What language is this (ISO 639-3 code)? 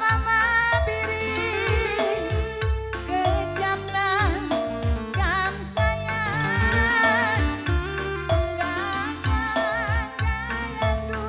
btx